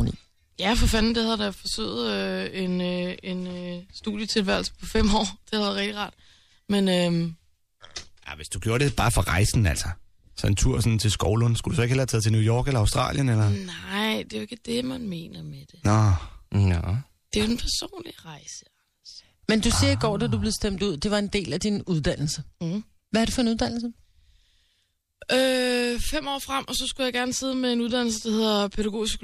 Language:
Danish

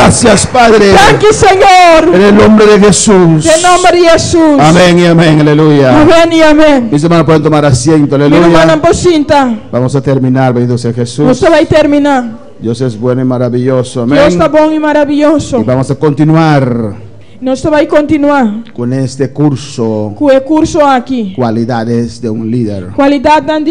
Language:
Papiamento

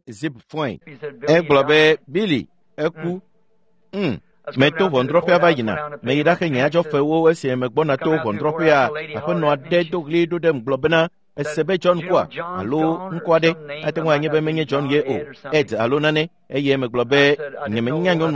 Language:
Ewe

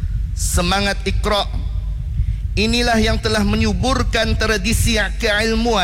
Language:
Malay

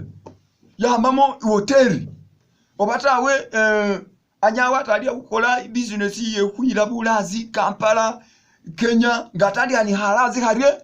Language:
Masaaba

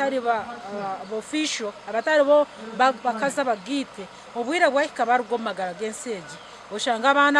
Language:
Nyankole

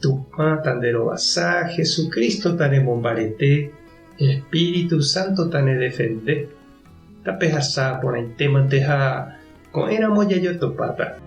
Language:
Guarani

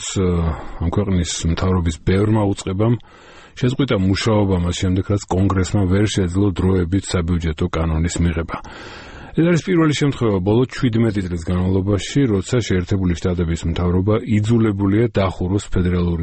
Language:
Georgian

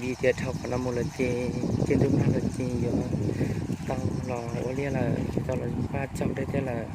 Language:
Hmong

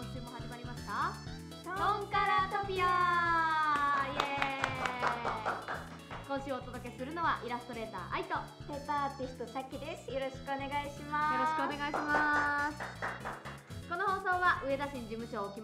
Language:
Japanese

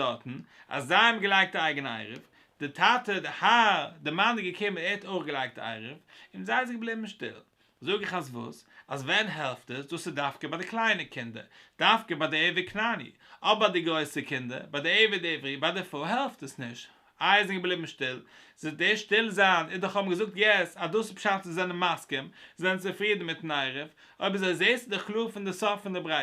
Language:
Yiddish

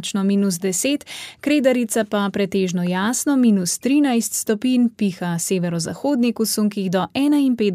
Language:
Slovenian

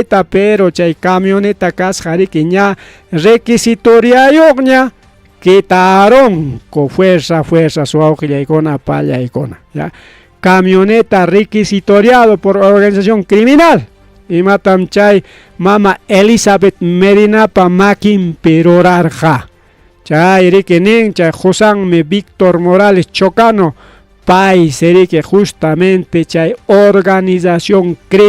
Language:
Ayacucho Quechua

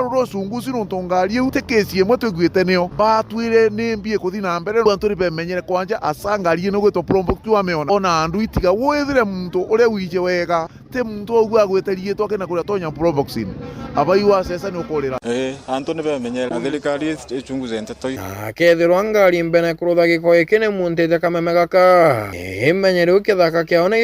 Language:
Meru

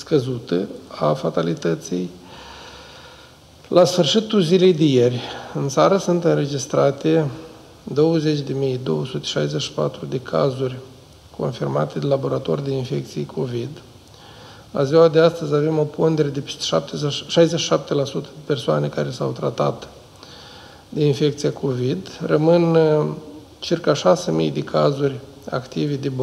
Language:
Romanian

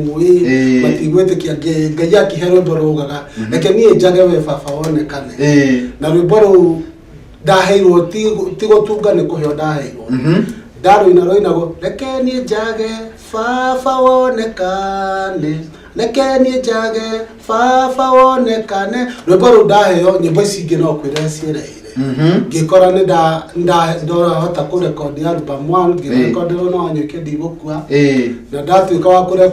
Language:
Kikuyu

